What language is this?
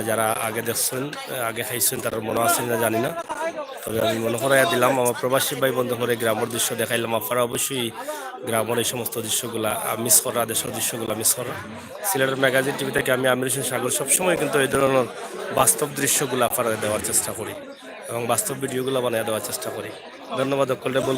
Sylheti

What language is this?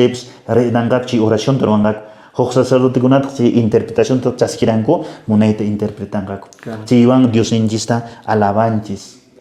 Quechua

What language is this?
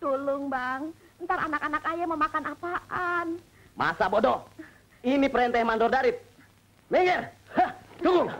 Betawi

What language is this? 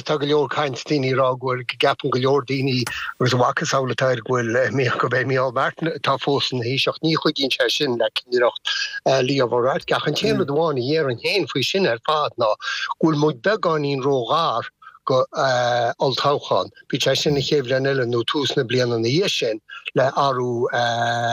Irish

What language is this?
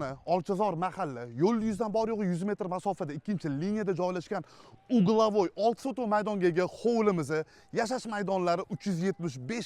Uzbek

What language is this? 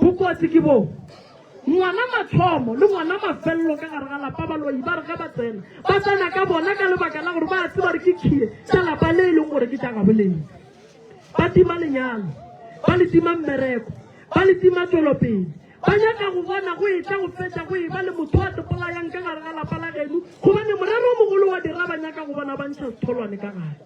Northern Sotho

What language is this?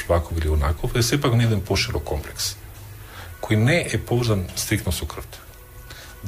Macedonian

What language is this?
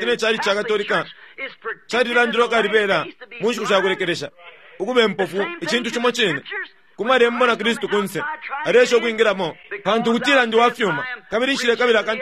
Bemba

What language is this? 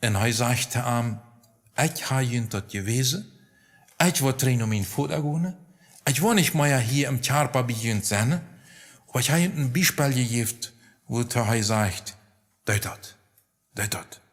Plautdietsch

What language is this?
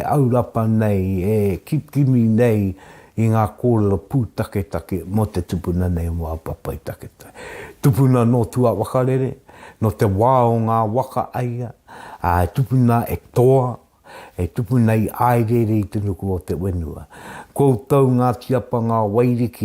Māori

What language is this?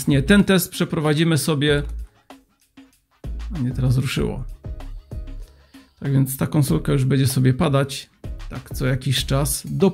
Polish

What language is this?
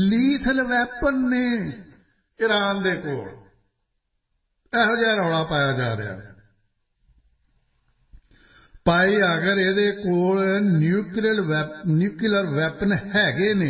Punjabi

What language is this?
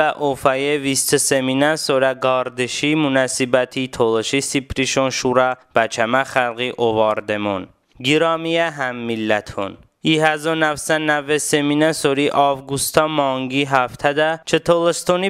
Talysh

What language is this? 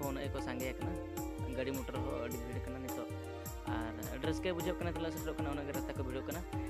Santali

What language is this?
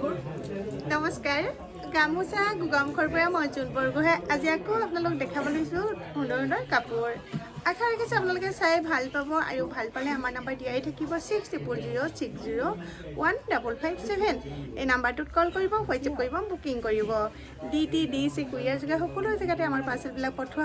Assamese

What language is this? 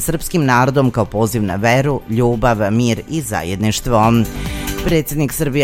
Serbian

